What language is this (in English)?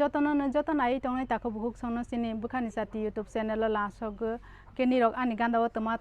Kok Borok